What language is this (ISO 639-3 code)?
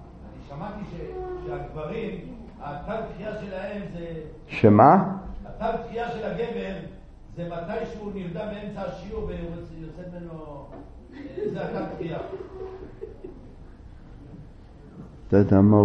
heb